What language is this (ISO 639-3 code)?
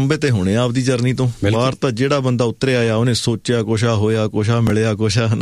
pan